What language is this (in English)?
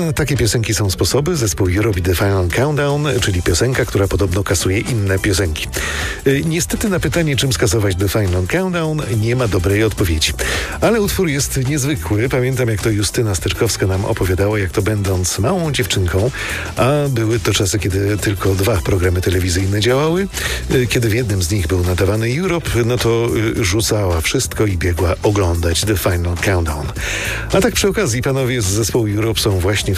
Polish